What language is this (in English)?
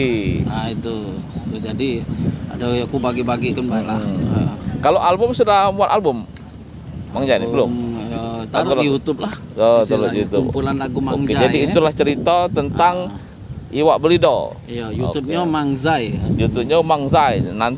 Musi